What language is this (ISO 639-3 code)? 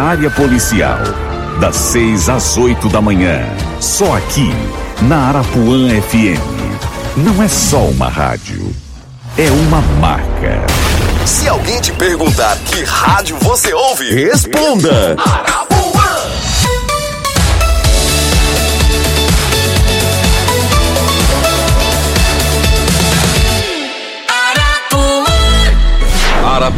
por